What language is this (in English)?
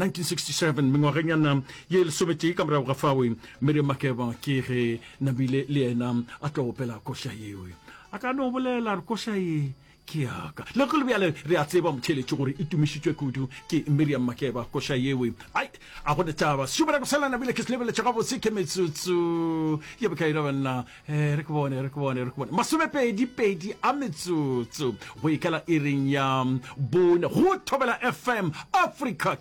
Northern Sotho